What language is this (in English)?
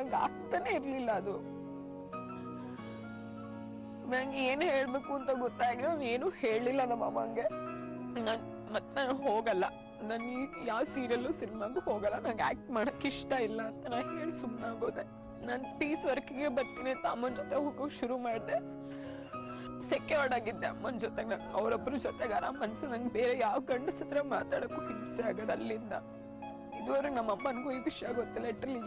Kannada